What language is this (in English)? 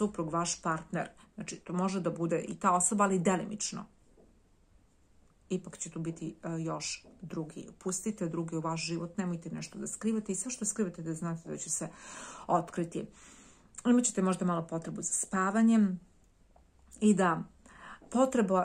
Serbian